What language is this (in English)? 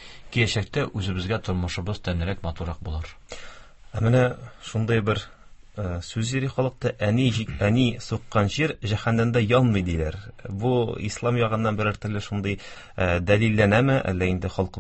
Tatar